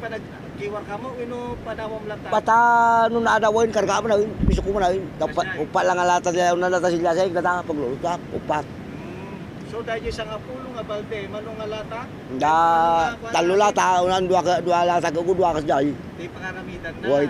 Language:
Iloko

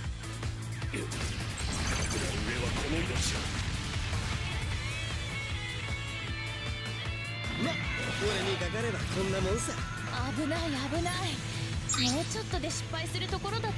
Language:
Japanese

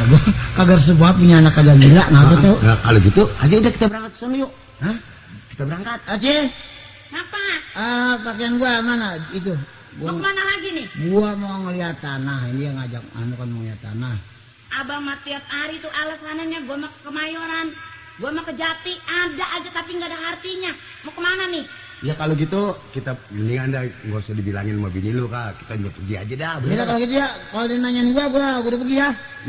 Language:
Betawi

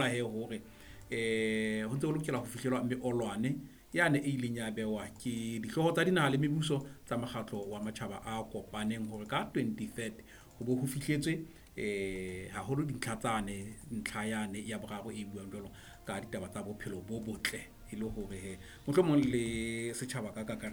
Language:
Southern Sotho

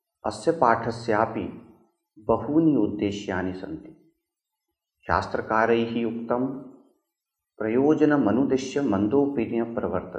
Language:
Sanskrit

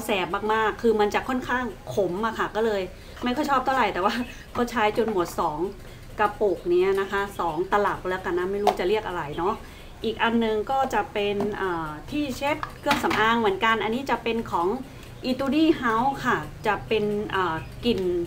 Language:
Thai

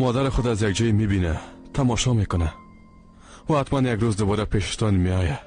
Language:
Persian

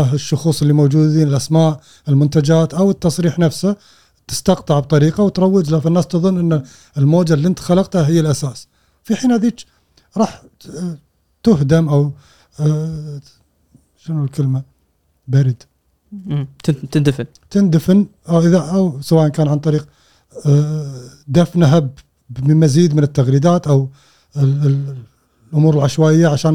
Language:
Gulf Arabic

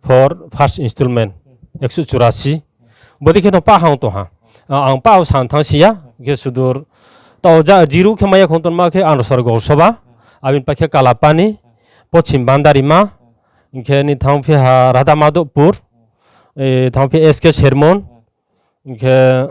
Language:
Riang (India)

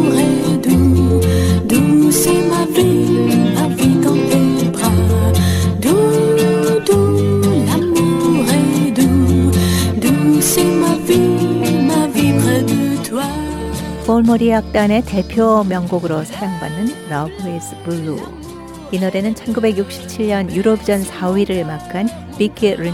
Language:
Korean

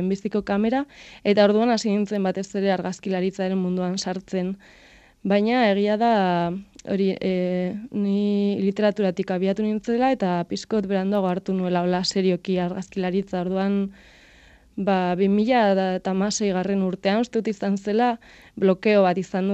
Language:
Basque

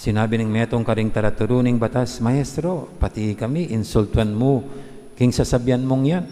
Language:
Pampanga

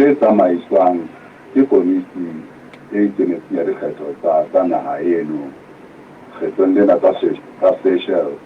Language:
Southern Sotho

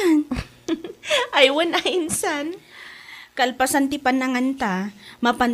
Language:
Iloko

